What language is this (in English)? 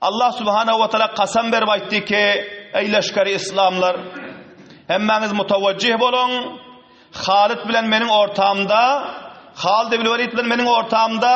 Turkmen